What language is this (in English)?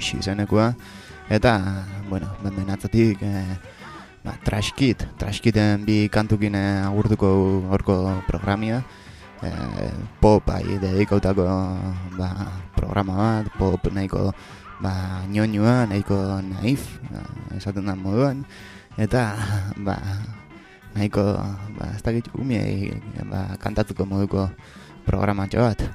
Basque